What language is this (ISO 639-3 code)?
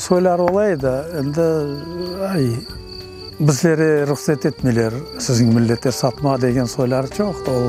crh